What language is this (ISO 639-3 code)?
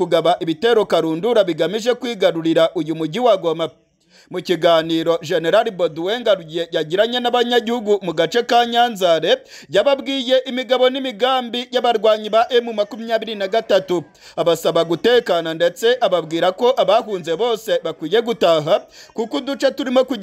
kin